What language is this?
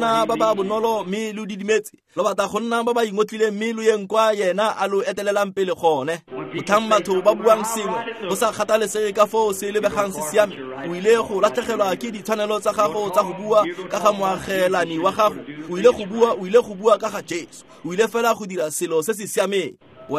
Tswana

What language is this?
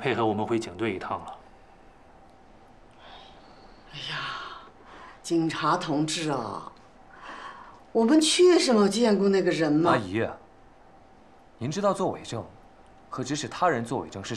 Chinese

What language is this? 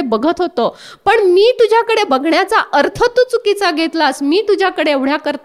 Marathi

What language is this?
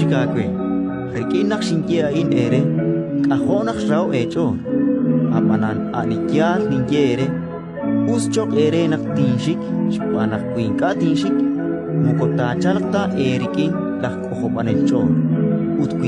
Kekchí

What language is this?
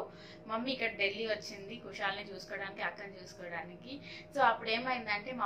Telugu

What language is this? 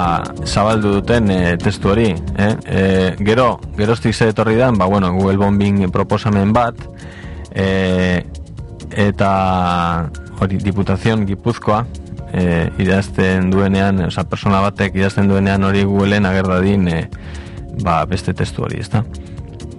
Basque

